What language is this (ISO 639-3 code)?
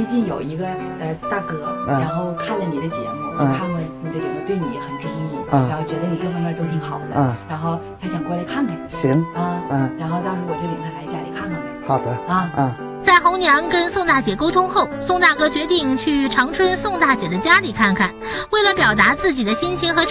zho